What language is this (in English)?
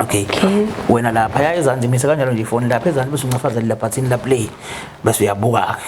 Zulu